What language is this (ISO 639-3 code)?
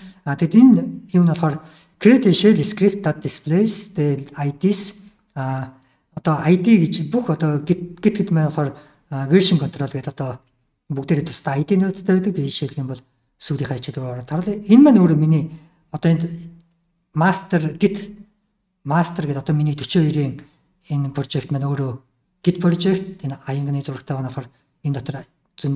mon